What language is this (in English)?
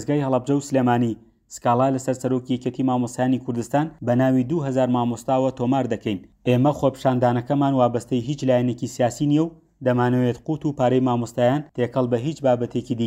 Central Kurdish